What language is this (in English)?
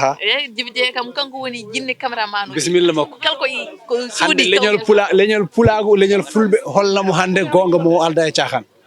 Fula